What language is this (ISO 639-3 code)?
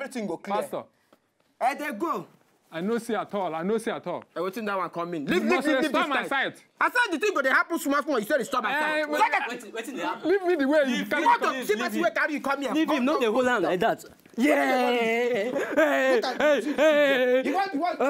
pcm